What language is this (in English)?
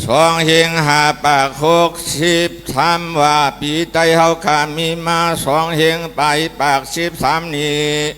Shan